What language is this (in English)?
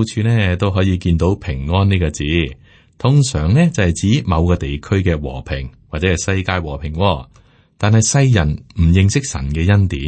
Cantonese